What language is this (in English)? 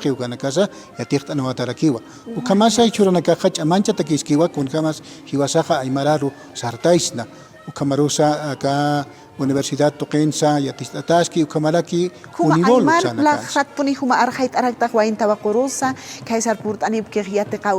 Aymara